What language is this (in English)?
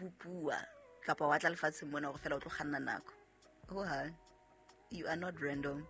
Southern Sotho